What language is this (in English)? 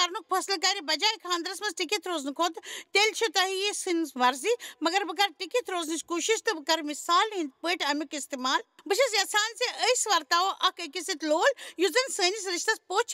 Kashmiri